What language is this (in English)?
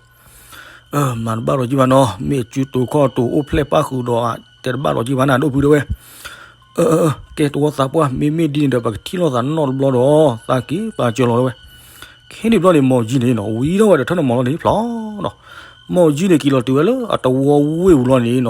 S'gaw Karen